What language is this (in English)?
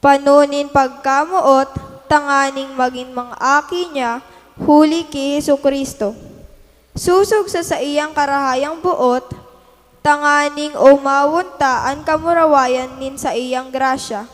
Bikol